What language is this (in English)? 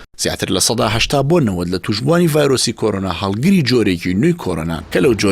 Central Kurdish